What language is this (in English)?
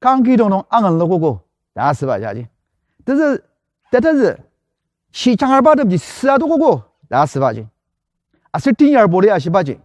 Ao Naga